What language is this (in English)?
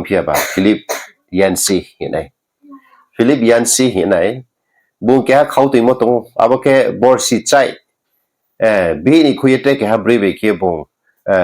Riang (India)